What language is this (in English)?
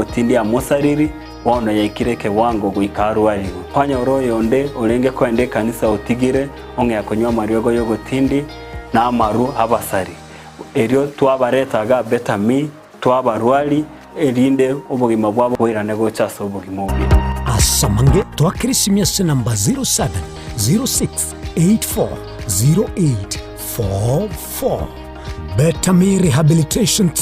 Gusii